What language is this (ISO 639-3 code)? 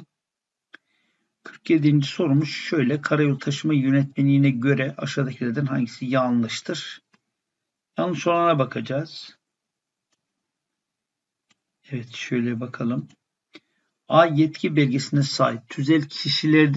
tur